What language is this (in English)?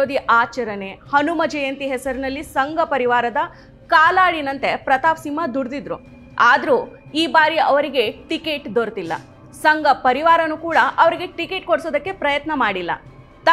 Kannada